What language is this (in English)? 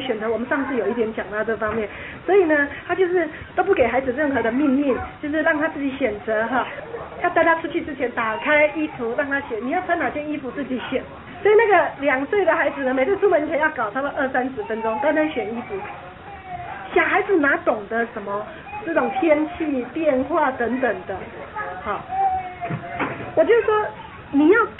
Chinese